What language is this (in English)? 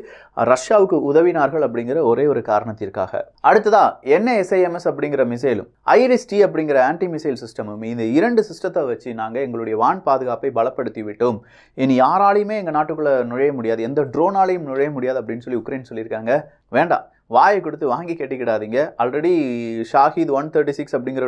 Tamil